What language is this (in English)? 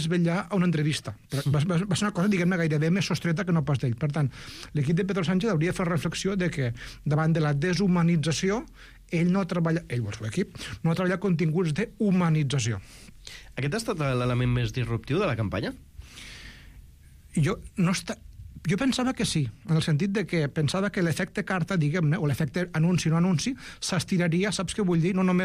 Catalan